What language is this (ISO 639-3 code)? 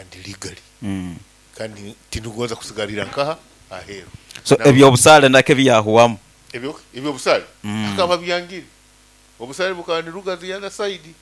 nyo